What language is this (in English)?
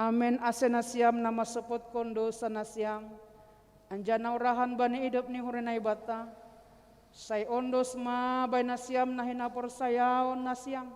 Batak Simalungun